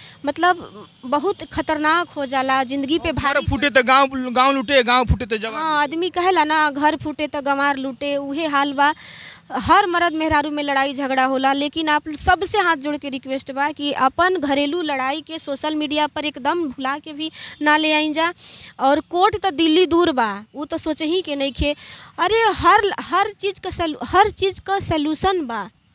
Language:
Bhojpuri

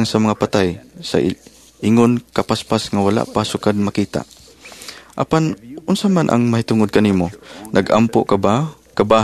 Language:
Cebuano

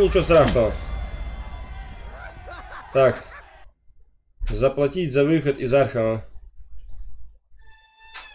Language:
Russian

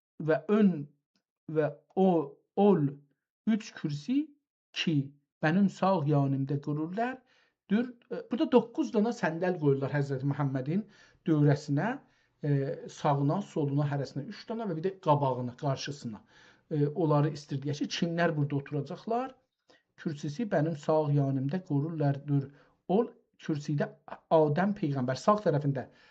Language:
South Azerbaijani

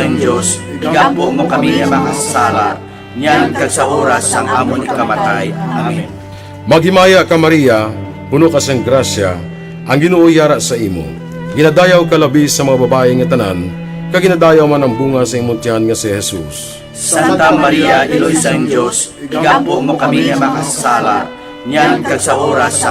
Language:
Hiligaynon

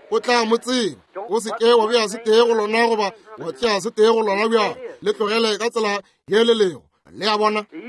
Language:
Northern Sotho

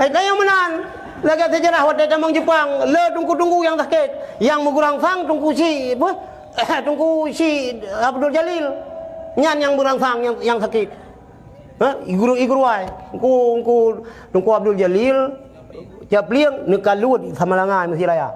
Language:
Achinese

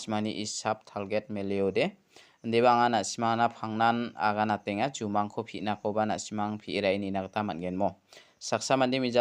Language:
Garo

